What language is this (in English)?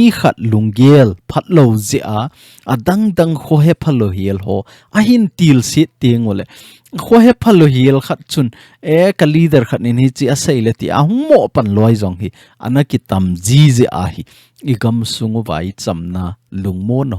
Thado Chin